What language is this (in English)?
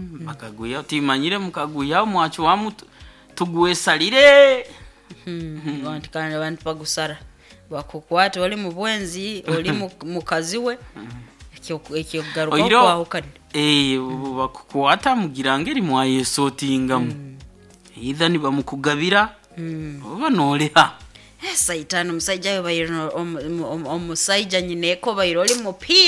Nyoro